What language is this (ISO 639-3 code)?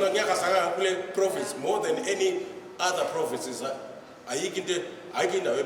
zul